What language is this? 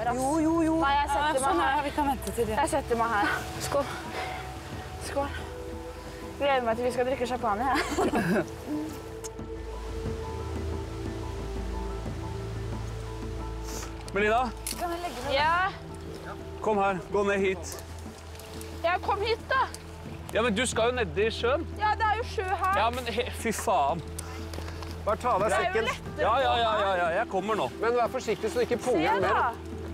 Norwegian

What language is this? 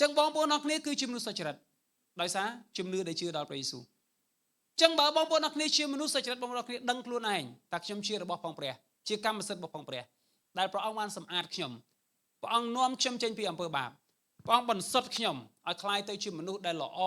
Khmer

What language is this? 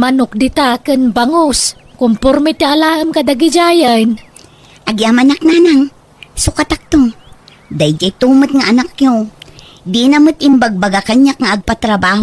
Iloko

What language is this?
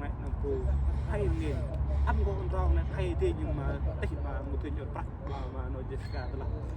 Central Mnong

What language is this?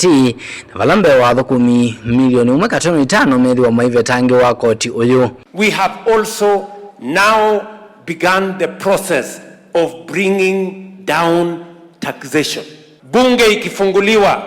Kamba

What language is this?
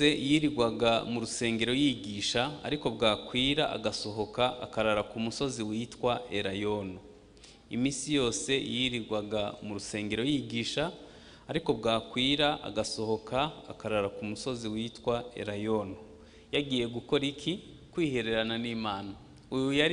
Kinyarwanda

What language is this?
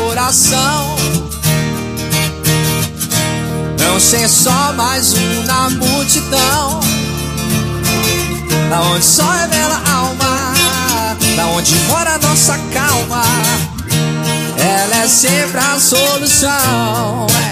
Portuguese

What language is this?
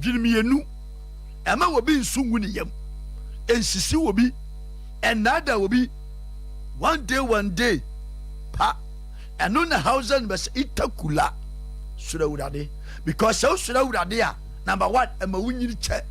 Akan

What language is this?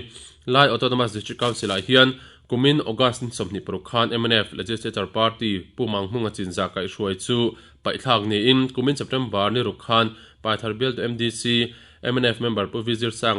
Mizo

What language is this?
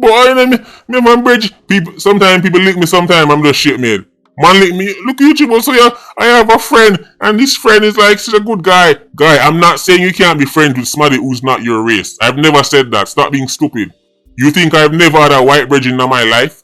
Jamaican Creole English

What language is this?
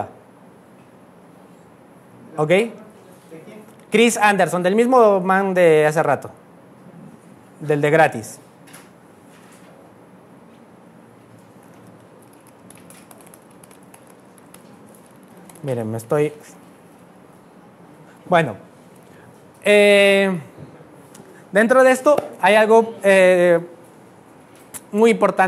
Spanish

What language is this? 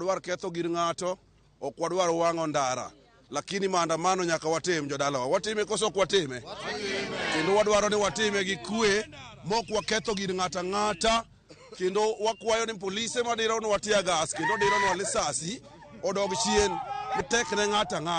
Luo (Kenya and Tanzania)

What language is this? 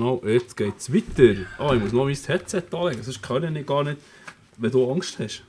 Swiss German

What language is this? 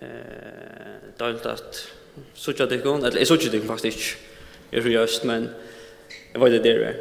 Faroese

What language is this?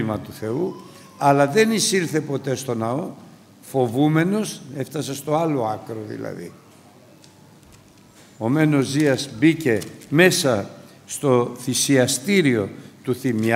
Greek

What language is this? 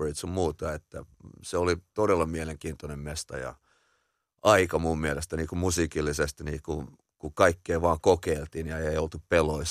Finnish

